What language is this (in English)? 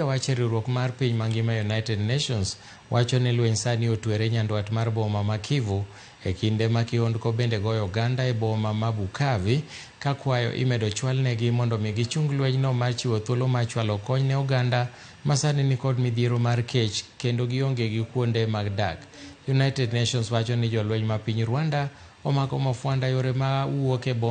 Luo (Kenya and Tanzania)